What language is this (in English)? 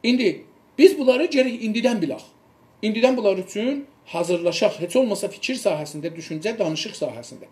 South Azerbaijani